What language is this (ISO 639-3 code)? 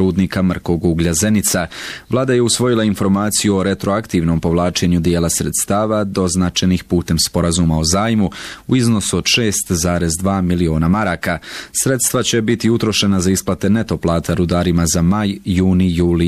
bos